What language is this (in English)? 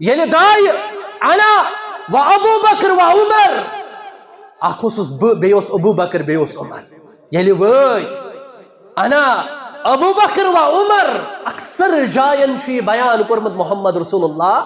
Kashmiri